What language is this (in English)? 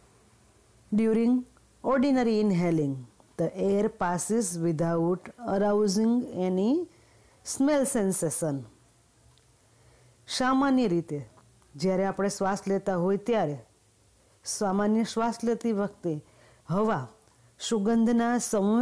Gujarati